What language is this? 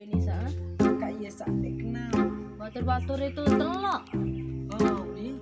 Sasak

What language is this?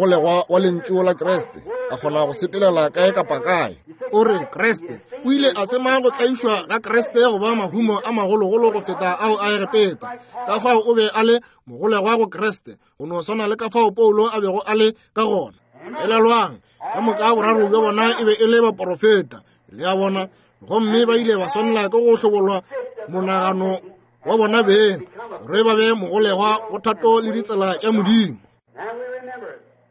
Northern Sotho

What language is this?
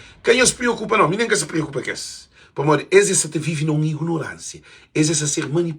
Kabuverdianu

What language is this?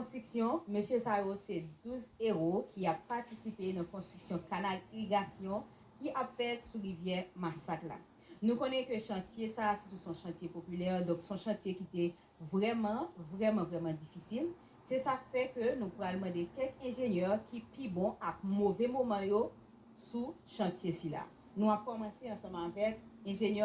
Haitian Creole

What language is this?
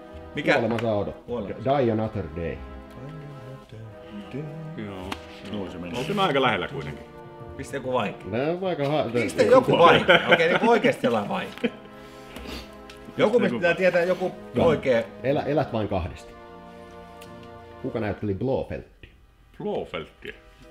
Finnish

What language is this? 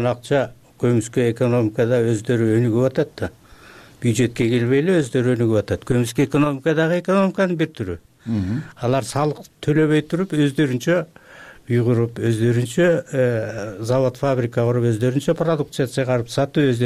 Kyrgyz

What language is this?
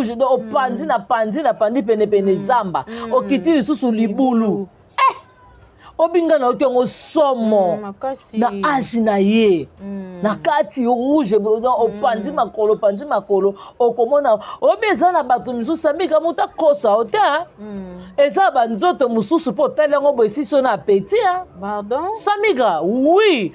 Lingala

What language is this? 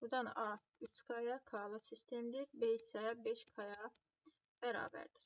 Azerbaijani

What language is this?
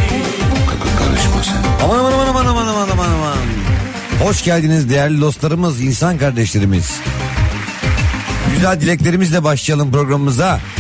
Turkish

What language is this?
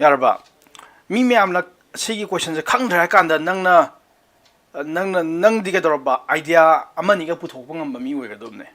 Manipuri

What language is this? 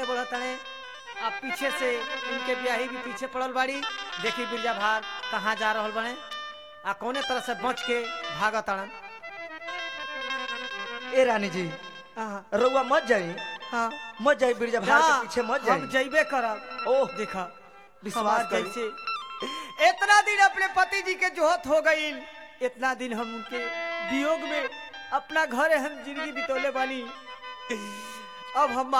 Bhojpuri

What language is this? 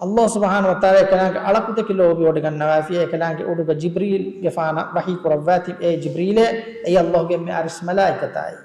Divehi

